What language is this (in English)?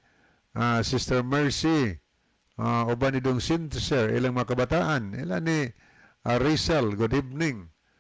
Cebuano